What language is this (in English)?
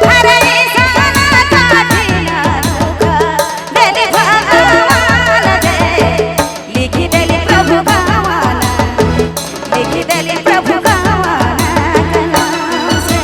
Sadri